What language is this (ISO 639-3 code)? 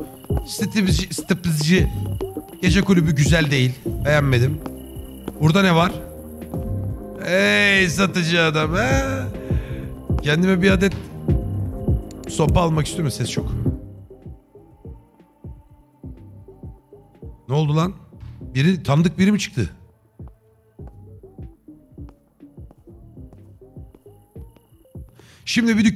tur